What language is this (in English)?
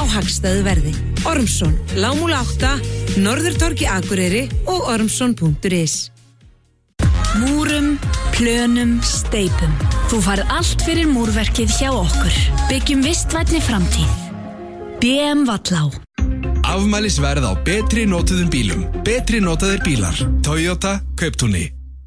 Icelandic